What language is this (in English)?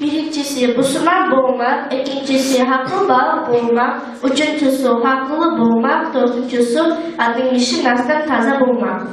Kumyk